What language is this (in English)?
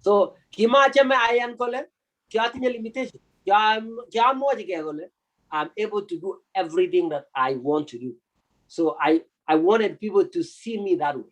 Kalenjin